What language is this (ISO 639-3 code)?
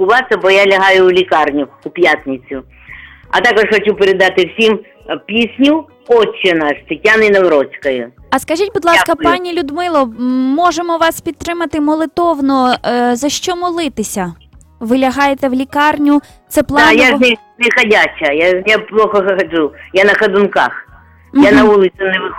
ukr